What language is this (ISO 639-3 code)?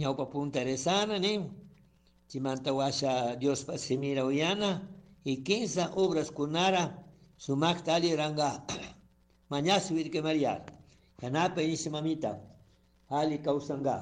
qug